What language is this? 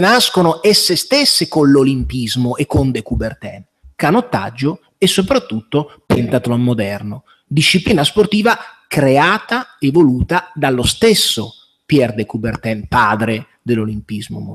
Italian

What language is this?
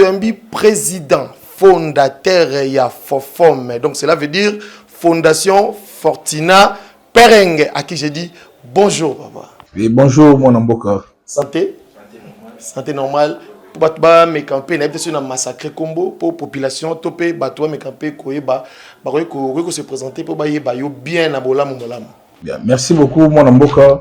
Lingala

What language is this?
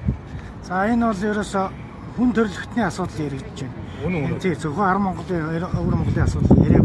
Mongolian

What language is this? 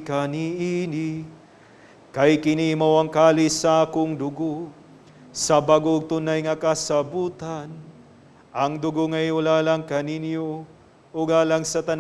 Cebuano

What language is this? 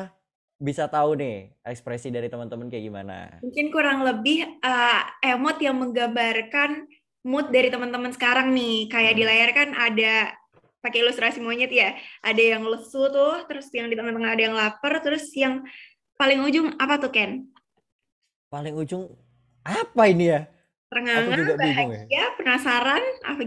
Indonesian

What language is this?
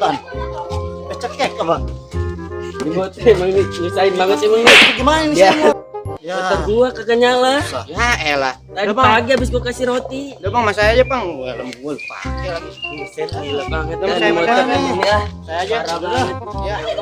Betawi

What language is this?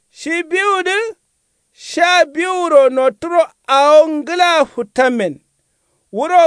Kanuri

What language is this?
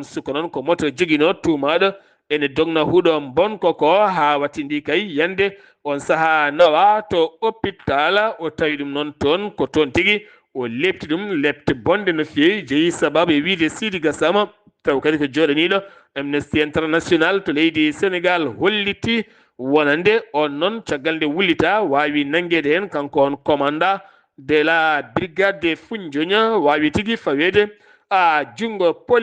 Fula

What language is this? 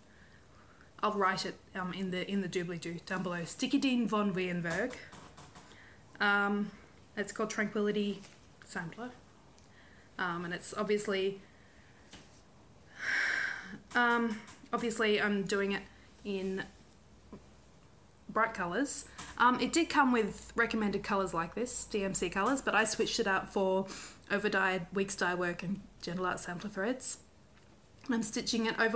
English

